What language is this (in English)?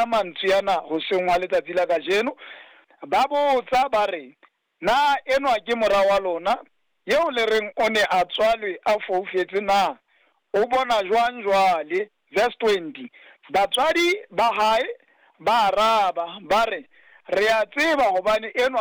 Southern Sotho